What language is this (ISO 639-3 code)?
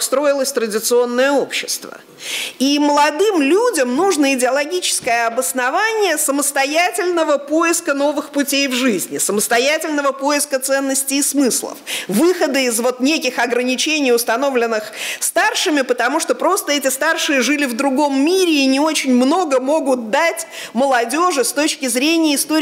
rus